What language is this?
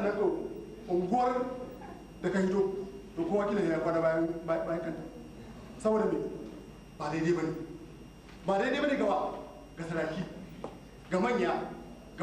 Hausa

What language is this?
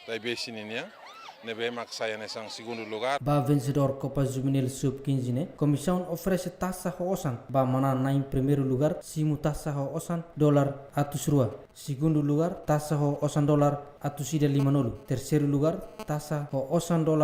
Tetum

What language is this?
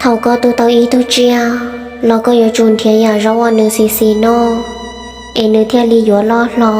Hmong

